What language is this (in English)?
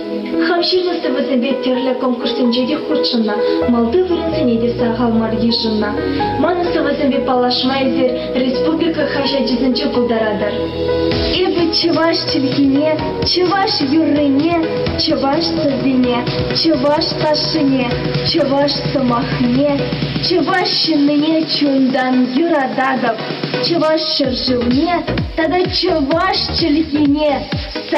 Chuvash